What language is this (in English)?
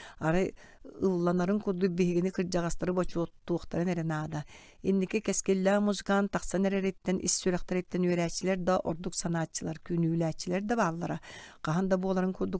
Yakut